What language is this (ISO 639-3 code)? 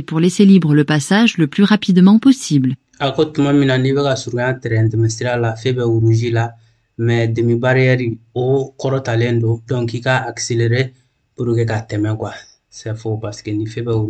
bam